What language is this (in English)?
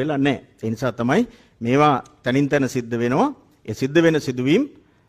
Sinhala